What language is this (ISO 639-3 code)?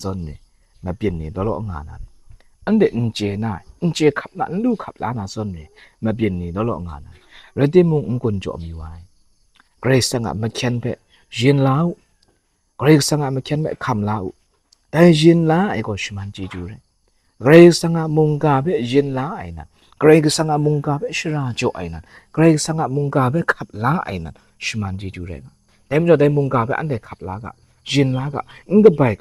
kac